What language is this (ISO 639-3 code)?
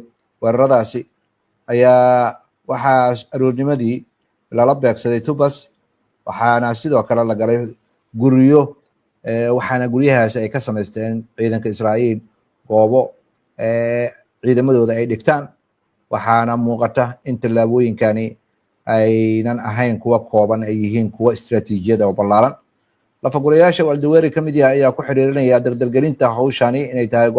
som